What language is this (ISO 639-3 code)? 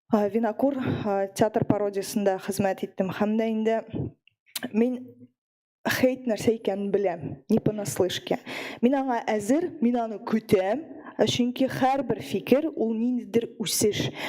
tat